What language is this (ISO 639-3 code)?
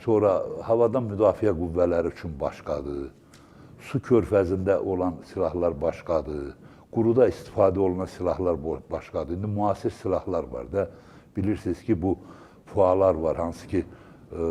aze